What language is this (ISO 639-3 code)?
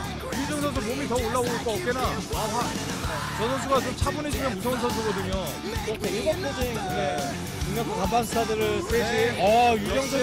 kor